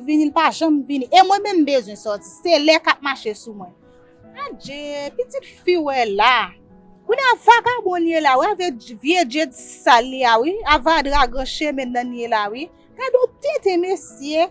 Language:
Haitian Creole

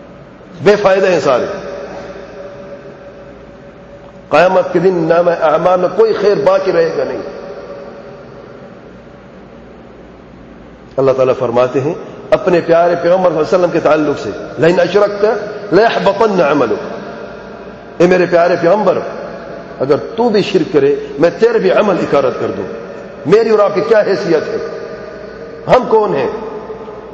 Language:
Urdu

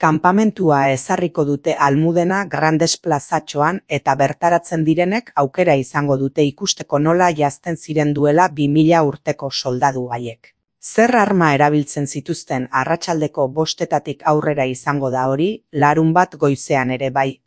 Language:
Basque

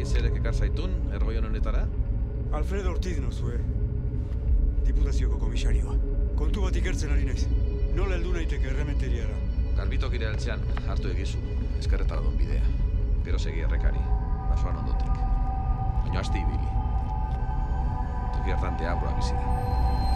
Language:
Basque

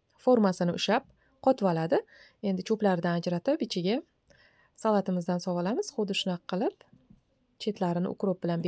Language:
Uzbek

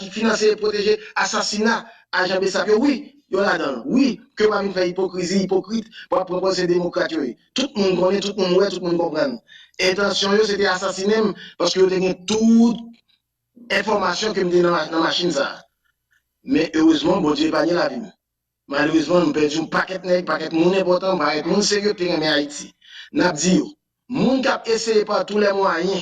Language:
Haitian Creole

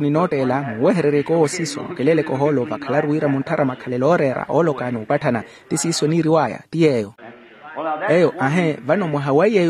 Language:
Makhuwa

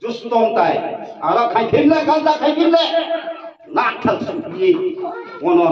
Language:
Riang (India)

